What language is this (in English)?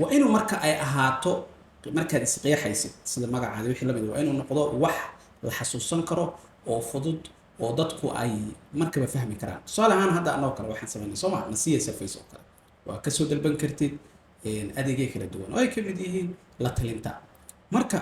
Somali